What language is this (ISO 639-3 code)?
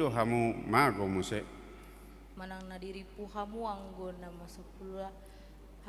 bbc